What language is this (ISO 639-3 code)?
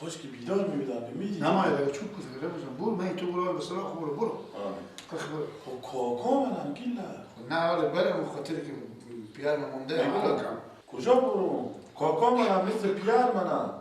fas